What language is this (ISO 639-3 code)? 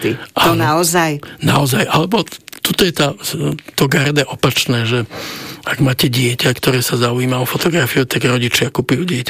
slk